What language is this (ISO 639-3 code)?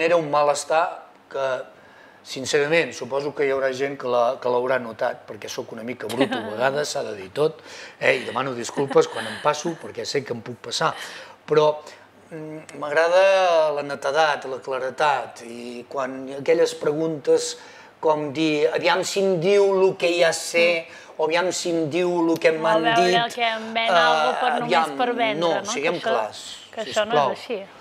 cat